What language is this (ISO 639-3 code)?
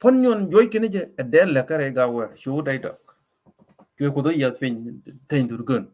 nus